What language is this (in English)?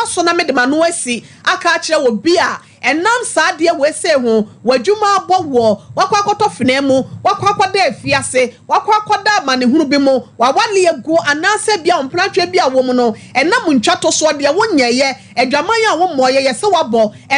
Akan